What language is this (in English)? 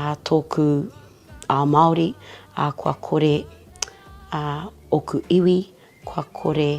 Māori